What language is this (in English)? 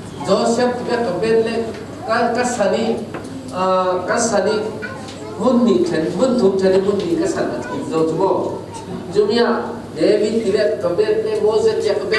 Falam Chin